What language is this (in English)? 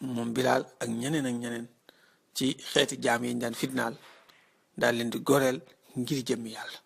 Wolof